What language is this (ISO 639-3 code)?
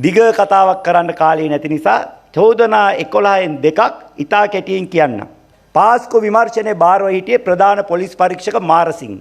sin